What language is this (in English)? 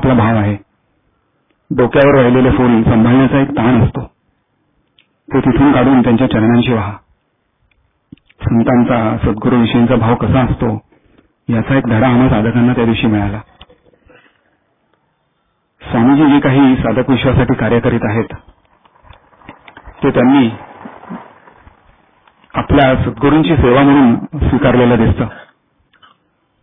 Marathi